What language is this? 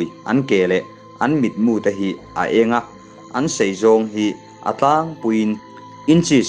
Mizo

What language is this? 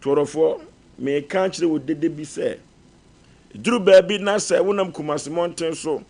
Akan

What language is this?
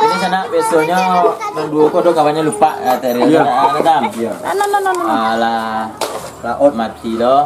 Minangkabau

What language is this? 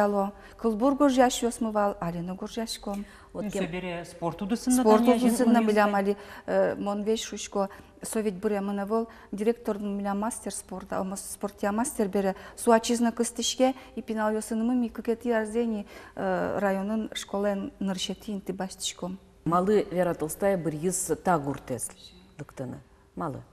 Udmurt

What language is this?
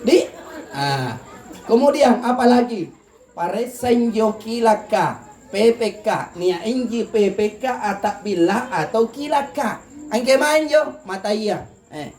Makasar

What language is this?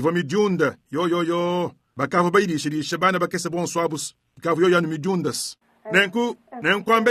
Luba-Lulua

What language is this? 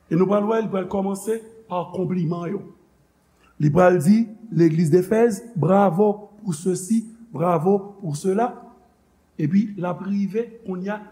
Haitian Creole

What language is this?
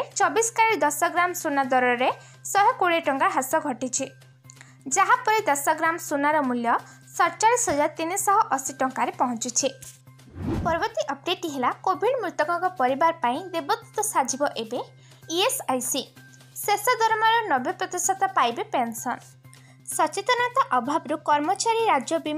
Odia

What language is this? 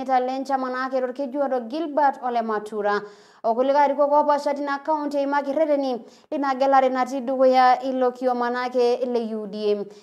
Masai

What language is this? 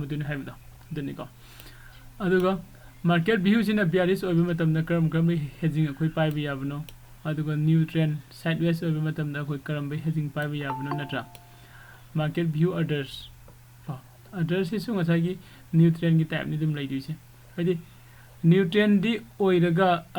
Manipuri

